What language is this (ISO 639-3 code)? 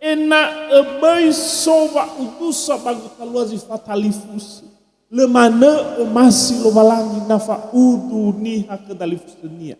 nia